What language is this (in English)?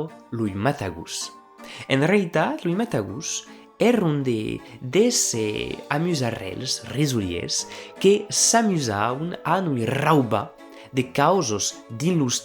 Occitan